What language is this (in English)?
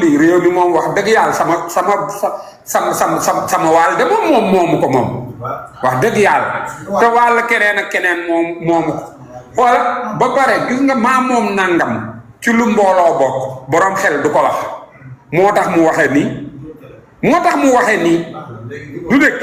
Wolof